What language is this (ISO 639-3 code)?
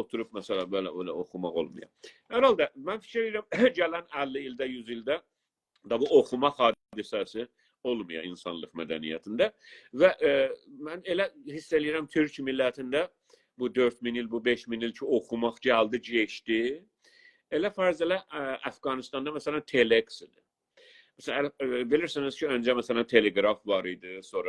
azb